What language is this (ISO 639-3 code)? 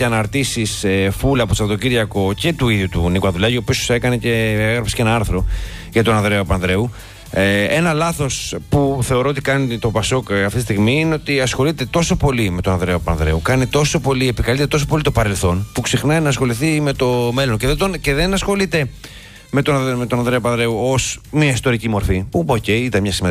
ell